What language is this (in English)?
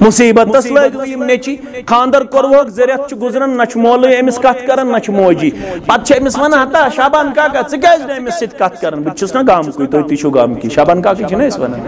Kashmiri